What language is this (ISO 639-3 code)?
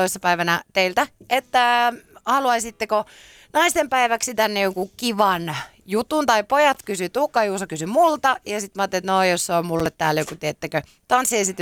fin